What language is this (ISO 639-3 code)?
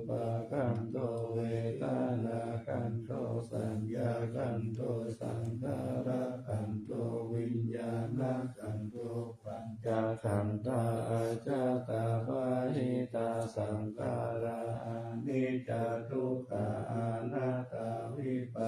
pli